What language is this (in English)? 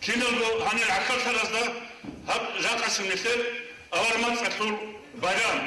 Avaric